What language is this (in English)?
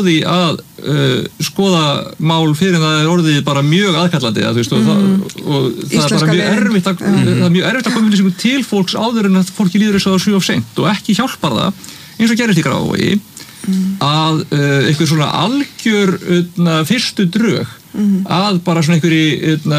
Icelandic